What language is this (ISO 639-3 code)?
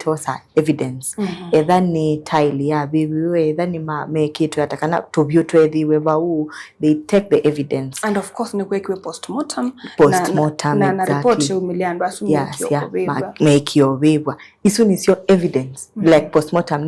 kam